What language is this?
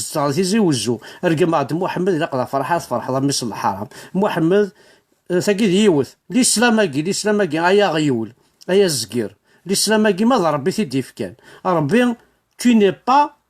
Kabyle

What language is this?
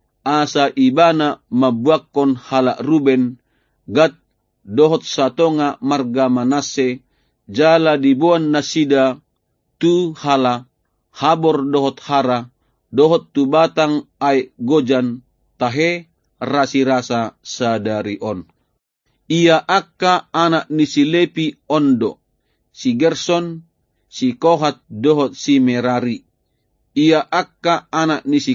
Batak Toba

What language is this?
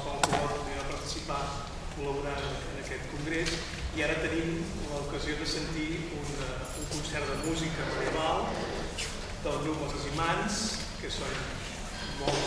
Catalan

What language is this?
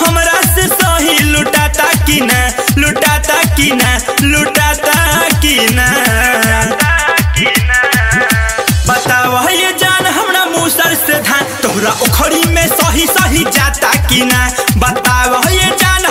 Bhojpuri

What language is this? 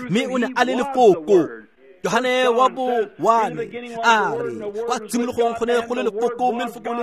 Tswana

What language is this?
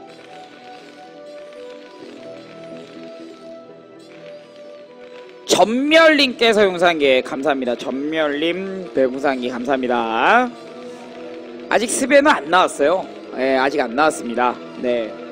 Korean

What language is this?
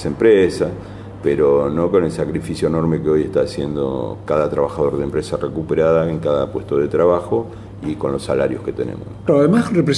Spanish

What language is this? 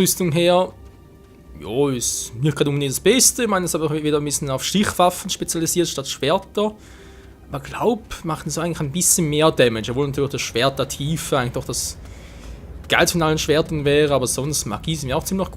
Swiss German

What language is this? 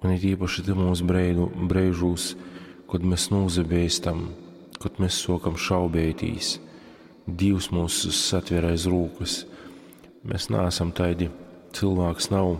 Latgalian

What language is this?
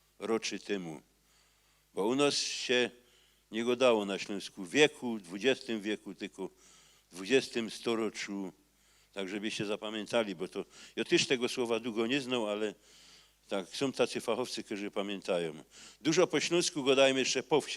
Silesian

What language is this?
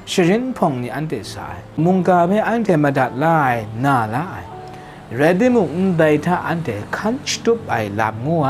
Kachin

